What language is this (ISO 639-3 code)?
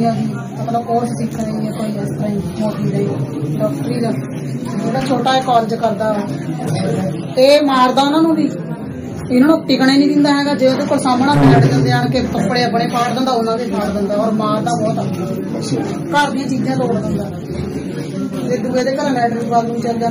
pan